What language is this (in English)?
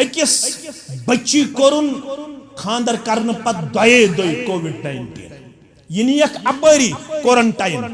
Kashmiri